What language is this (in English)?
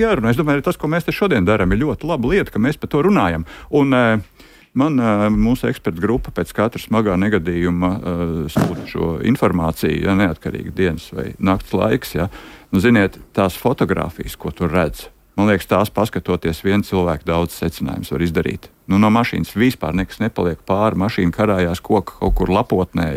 Latvian